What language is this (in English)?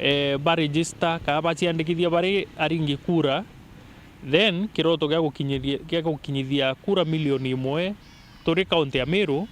Meru